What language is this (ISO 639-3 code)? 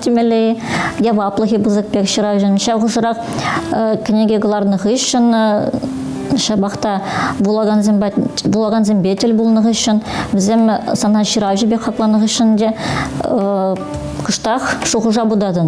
chv